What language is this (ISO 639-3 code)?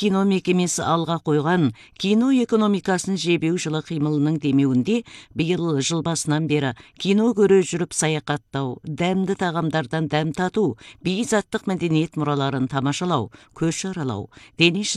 kaz